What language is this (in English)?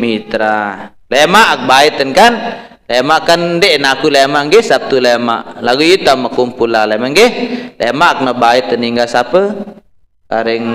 Sasak